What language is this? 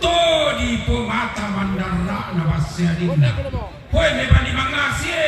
Toraja-Sa'dan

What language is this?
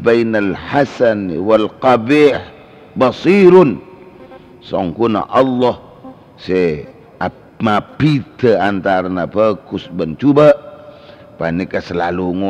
Madurese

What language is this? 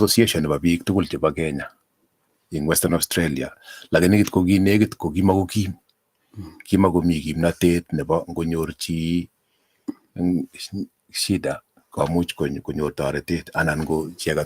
Kalenjin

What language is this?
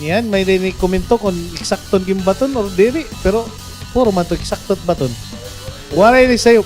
Waray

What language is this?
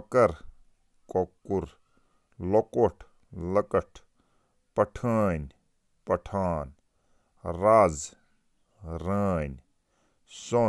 Kashmiri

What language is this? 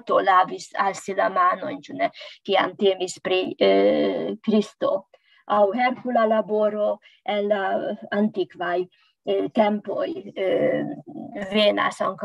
Esperanto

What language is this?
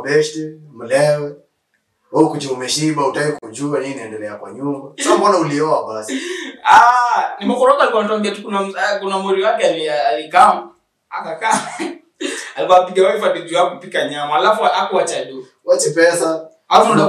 Swahili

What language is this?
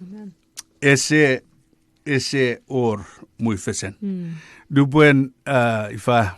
Chuukese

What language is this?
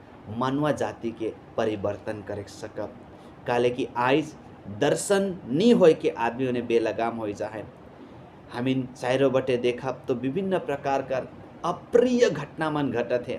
Sadri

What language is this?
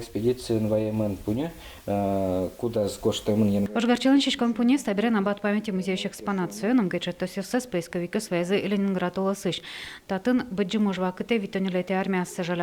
Udmurt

